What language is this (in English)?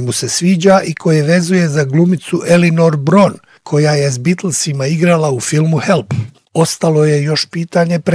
Bosnian